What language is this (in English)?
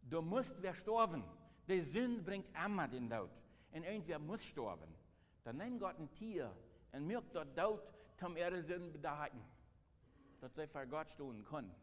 Plautdietsch